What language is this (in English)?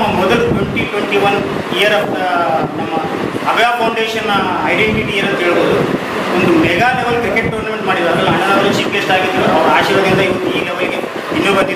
Kannada